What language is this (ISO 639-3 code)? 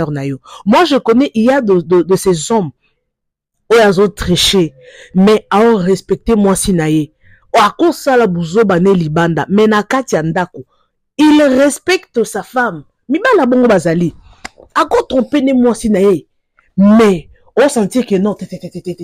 lin